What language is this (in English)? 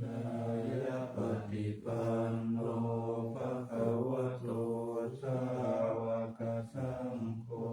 Pali